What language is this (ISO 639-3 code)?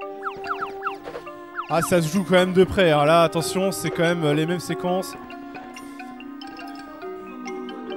fra